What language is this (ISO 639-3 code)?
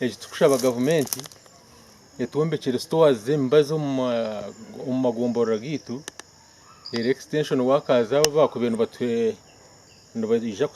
nyn